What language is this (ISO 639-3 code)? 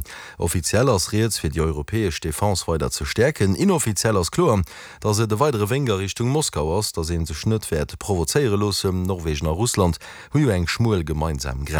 ltz